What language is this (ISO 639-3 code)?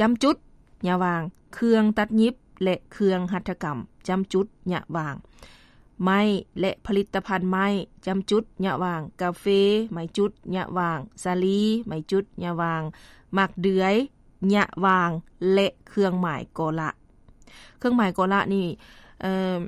lao